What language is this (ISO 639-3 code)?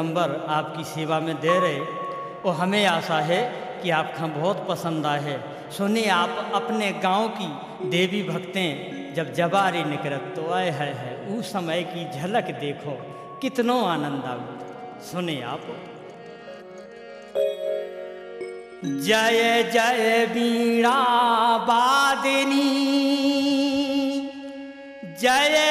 bns